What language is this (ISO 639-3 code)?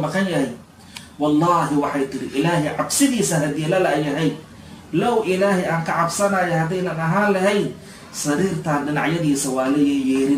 som